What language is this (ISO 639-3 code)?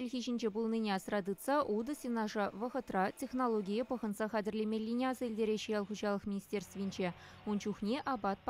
chv